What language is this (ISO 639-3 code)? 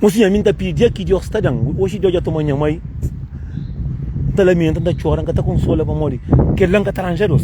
kea